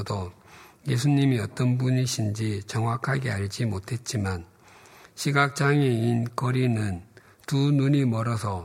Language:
Korean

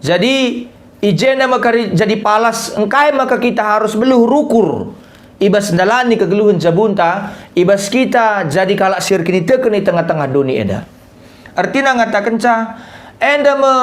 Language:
Batak Karo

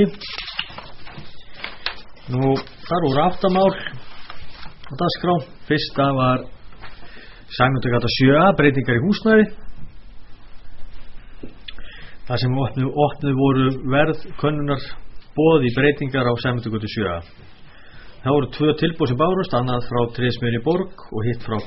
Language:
Icelandic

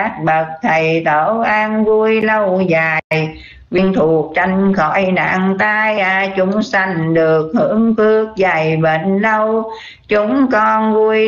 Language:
Vietnamese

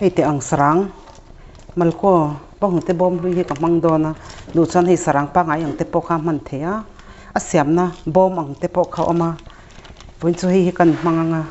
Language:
Mizo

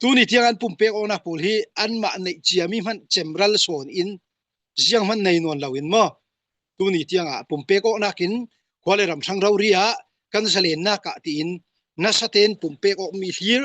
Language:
Falam Chin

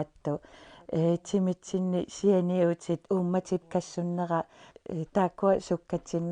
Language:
Kalaallisut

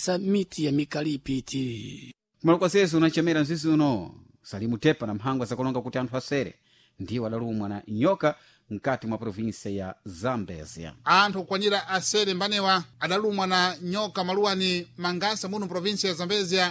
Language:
Sena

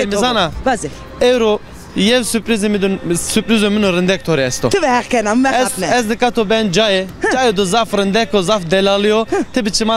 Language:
Zaza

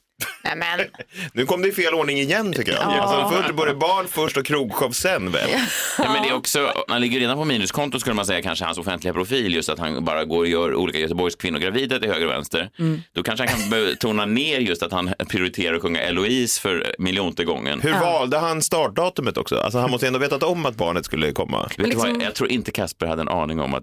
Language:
Swedish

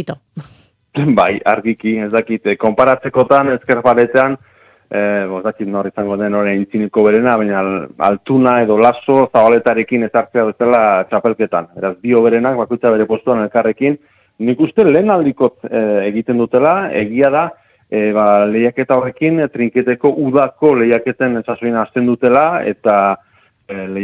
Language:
Basque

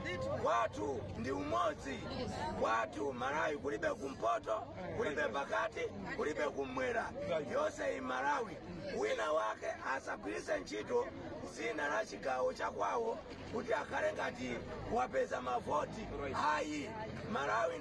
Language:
Nyanja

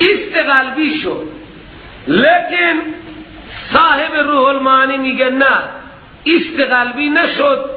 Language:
Persian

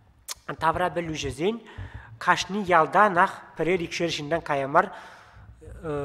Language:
Chuvash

